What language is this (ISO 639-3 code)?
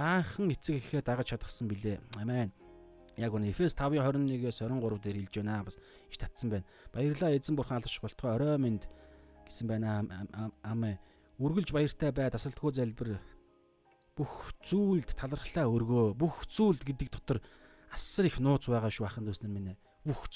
mon